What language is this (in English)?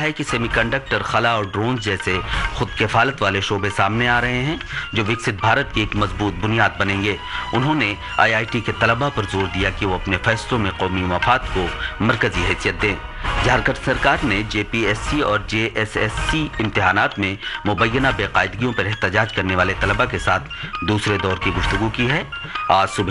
Urdu